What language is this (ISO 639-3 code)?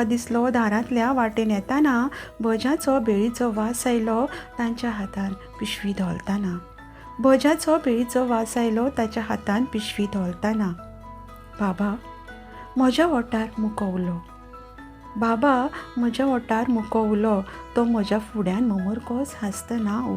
kok